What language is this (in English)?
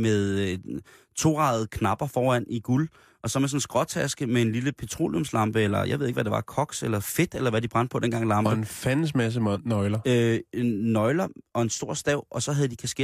Danish